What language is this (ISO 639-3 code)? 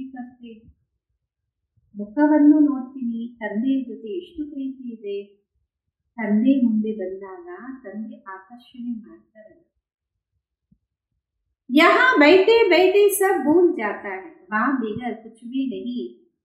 kan